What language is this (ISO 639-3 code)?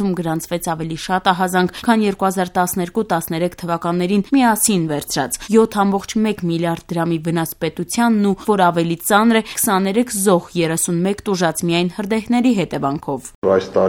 hye